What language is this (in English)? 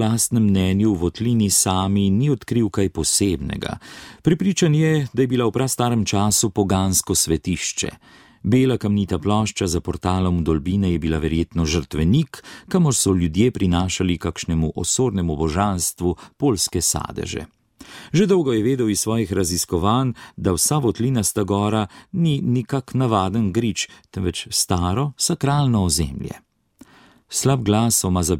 Slovenian